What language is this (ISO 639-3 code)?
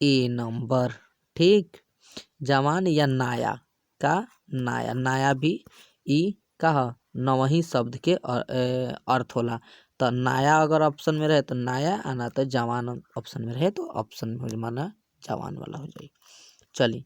bho